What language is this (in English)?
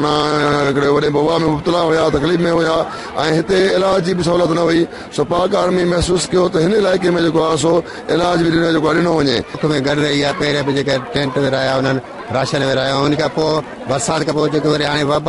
Sindhi